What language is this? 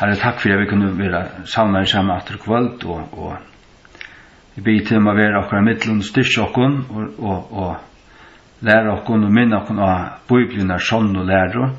Faroese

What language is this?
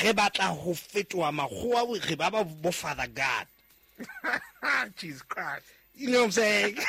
Southern Sotho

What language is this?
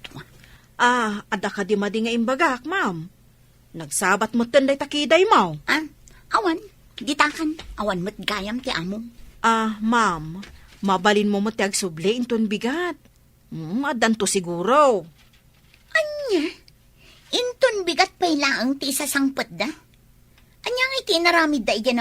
Iloko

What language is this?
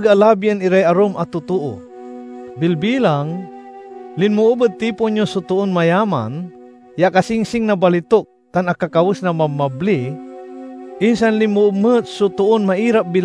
Pangasinan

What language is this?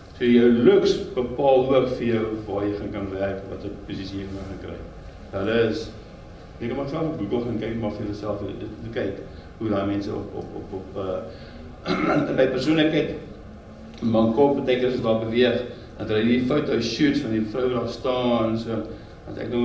Afrikaans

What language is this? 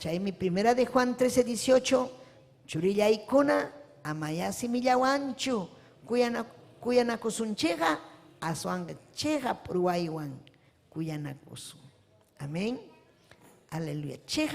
Ayacucho Quechua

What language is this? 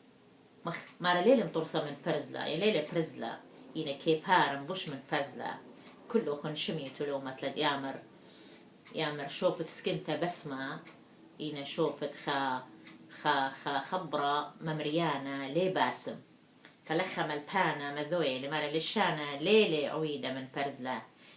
Assyrian Neo-Aramaic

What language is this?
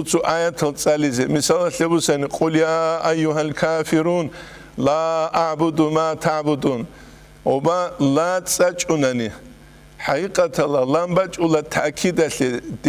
Avaric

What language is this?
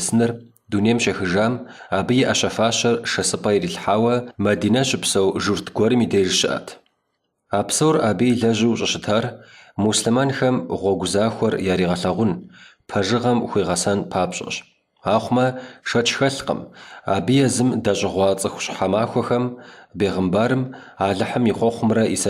Kabardian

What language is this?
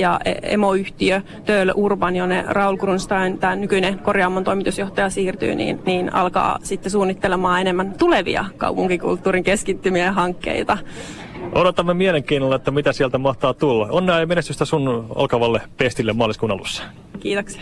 Finnish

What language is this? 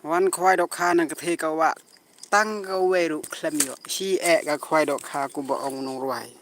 Khasi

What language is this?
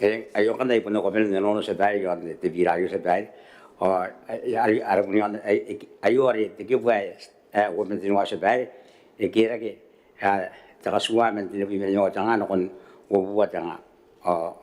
Gilbertese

